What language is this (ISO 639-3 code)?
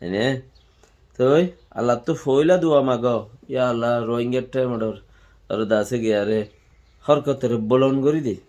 rhg